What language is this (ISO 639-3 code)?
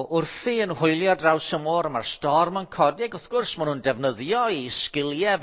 cym